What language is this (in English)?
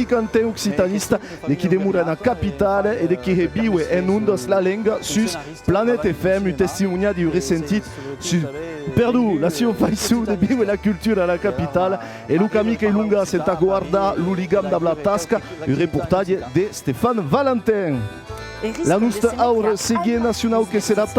Occitan